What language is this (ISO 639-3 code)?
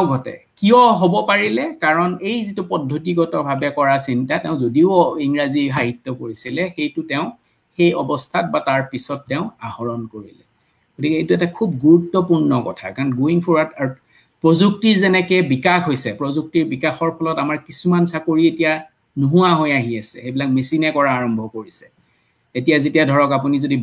asm